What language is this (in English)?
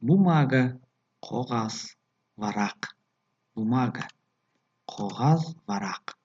Tajik